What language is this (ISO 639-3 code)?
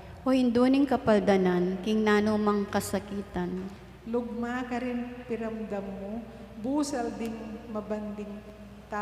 pam